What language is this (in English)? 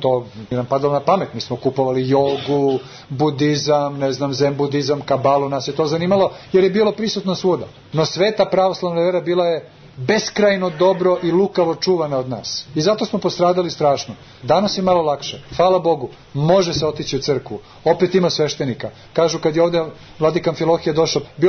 Serbian